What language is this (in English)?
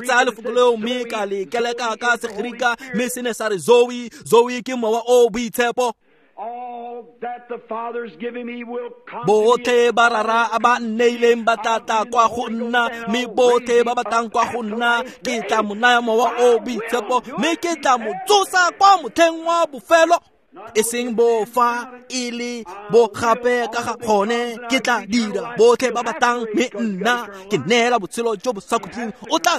Tswana